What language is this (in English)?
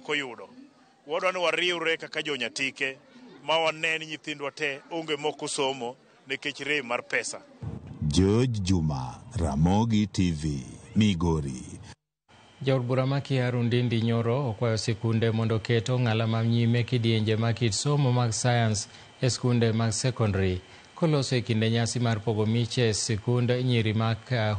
Luo (Kenya and Tanzania)